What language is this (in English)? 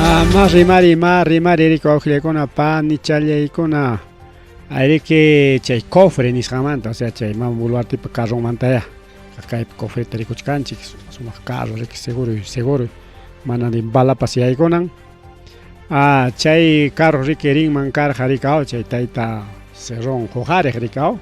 Ayacucho Quechua